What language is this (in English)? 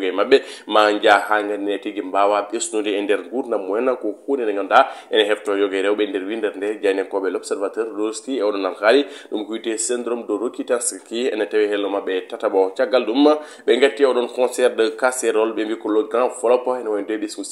Fula